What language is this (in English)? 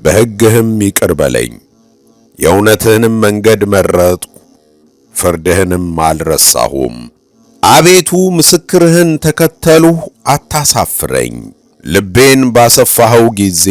Amharic